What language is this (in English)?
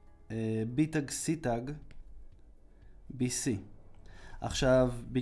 Hebrew